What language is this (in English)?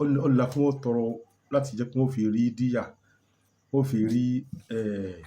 Yoruba